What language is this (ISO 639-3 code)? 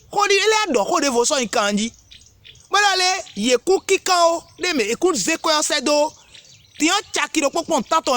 fon